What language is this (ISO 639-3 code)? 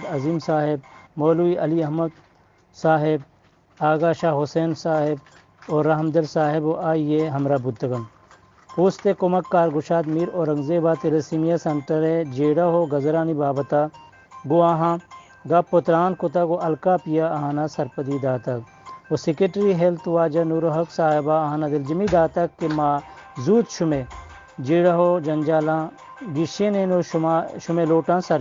bal